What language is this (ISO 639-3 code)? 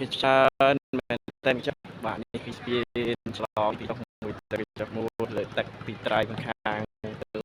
khm